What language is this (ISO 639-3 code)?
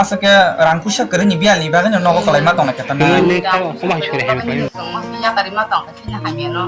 trp